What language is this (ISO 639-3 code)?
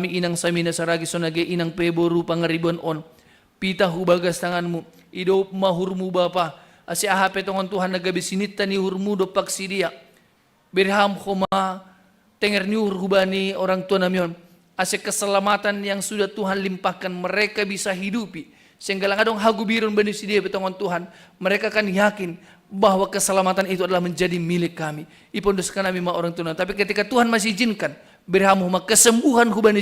bts